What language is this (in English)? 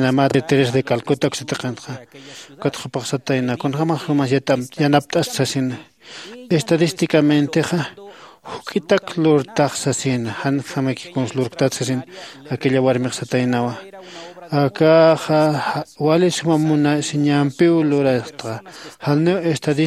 Aymara